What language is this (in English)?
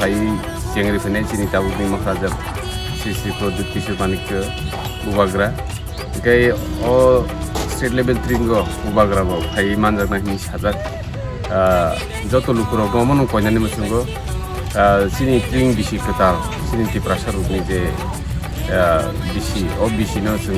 Kok Borok